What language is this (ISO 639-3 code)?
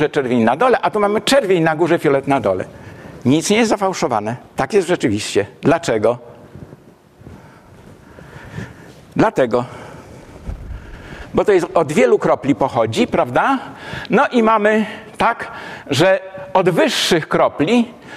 pol